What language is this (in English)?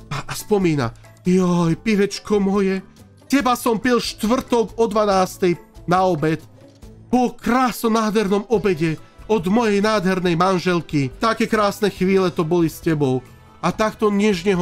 Slovak